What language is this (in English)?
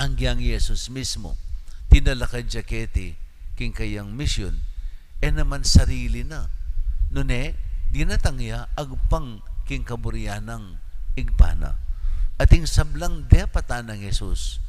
Pampanga